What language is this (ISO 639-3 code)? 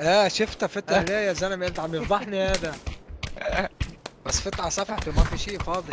apc